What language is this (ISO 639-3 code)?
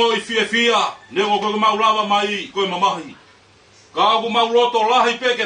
ton